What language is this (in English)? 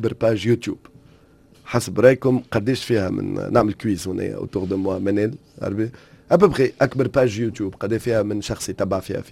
Tunisian Arabic